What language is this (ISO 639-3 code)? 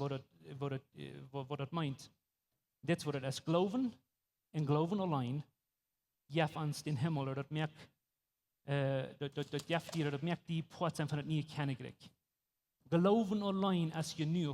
pdt